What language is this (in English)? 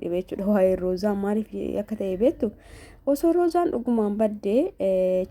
Oromo